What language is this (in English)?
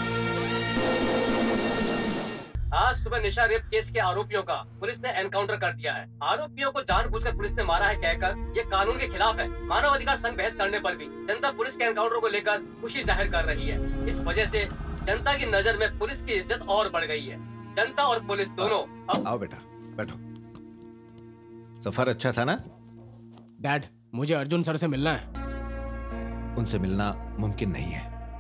Hindi